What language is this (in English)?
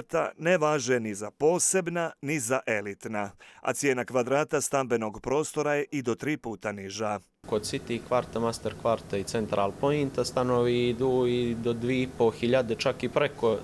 Bosnian